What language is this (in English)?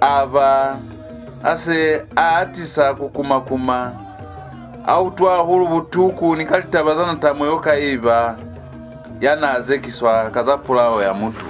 Lozi